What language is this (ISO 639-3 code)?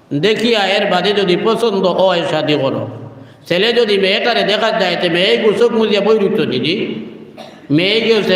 syl